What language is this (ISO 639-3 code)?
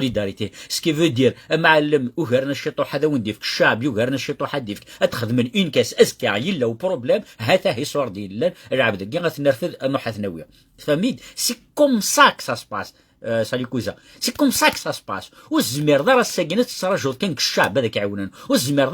kab